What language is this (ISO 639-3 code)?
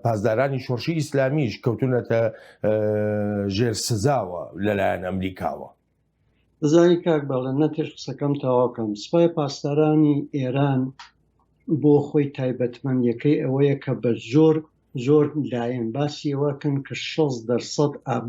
ckb